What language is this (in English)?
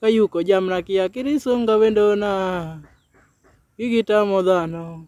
Luo (Kenya and Tanzania)